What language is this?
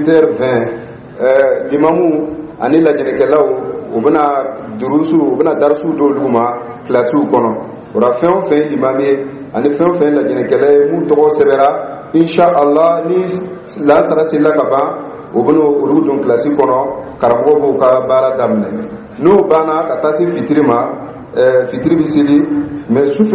Dyula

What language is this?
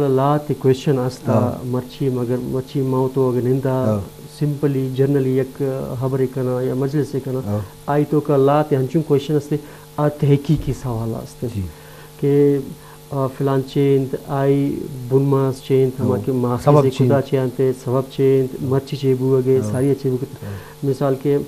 Baluchi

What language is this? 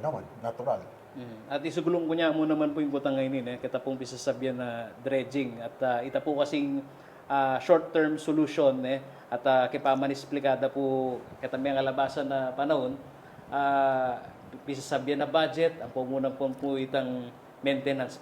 Pampanga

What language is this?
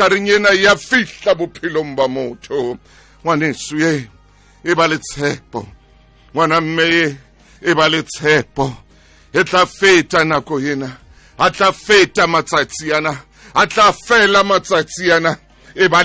Southern Sotho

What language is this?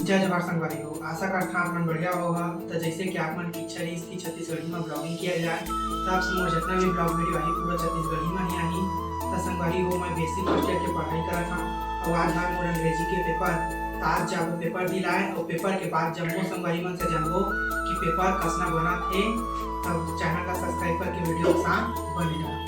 Chhattisgarhi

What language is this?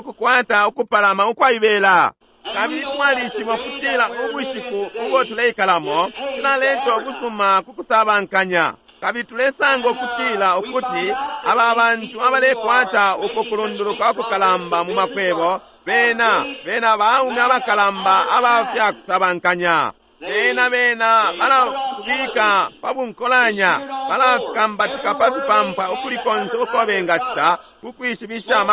Bemba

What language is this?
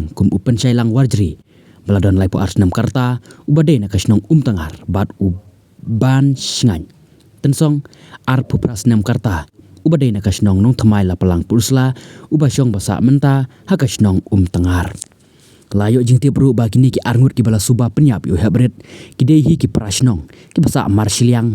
Khasi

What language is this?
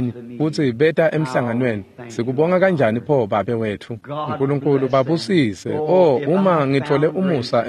Swati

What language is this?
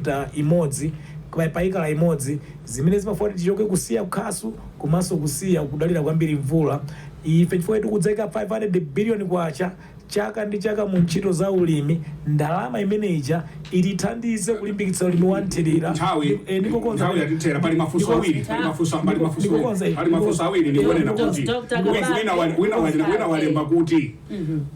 Nyanja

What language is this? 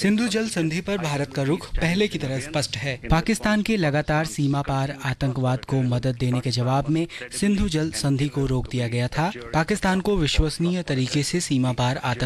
Hindi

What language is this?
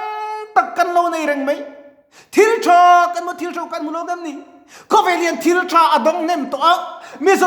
Mizo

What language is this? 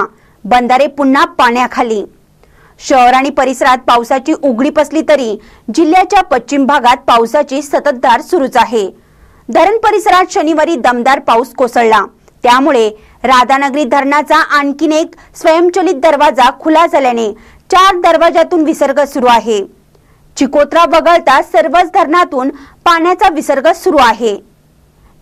Marathi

